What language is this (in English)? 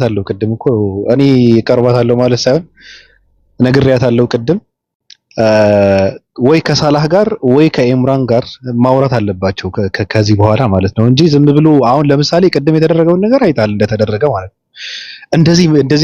Amharic